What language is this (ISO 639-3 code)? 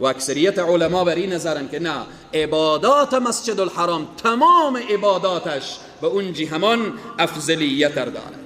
fas